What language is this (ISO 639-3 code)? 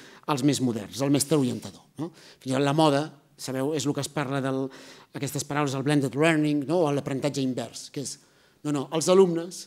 cat